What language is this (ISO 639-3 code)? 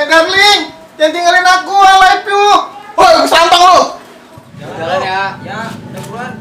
bew